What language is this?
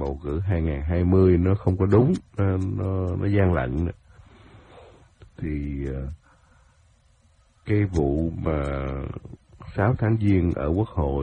Vietnamese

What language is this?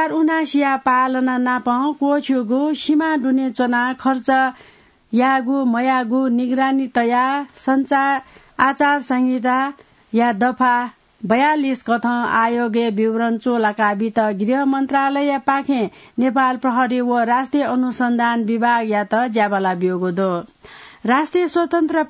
Newari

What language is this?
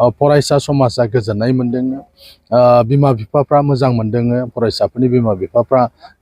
Bodo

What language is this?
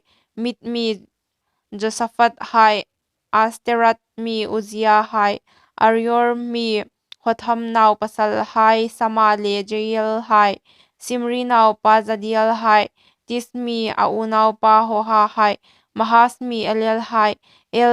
Hmar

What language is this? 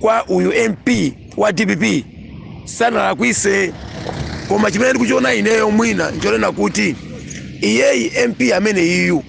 Nyanja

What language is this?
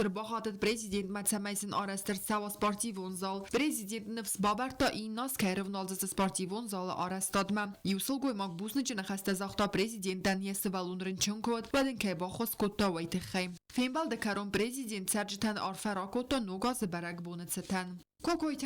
Ossetic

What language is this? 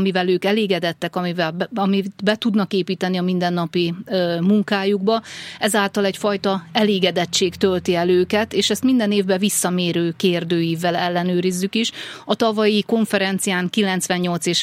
Hungarian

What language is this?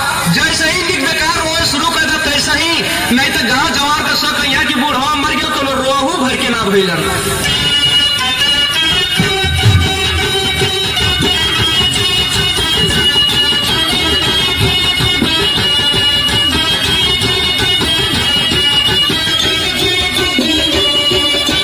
Bhojpuri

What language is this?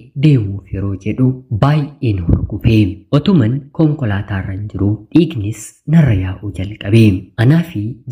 Oromo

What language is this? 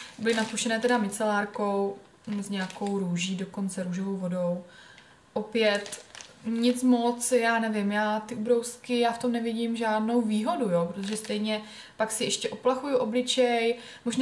Czech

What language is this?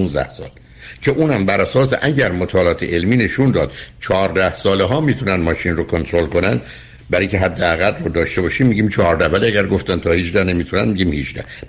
Persian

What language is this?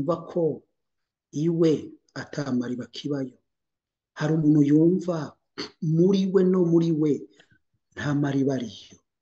Rundi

